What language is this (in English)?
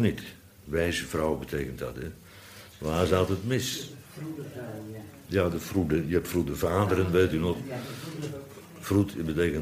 Dutch